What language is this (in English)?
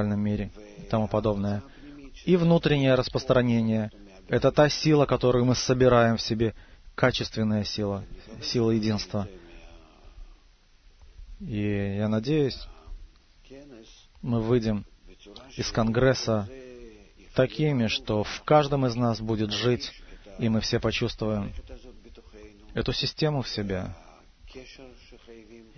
Russian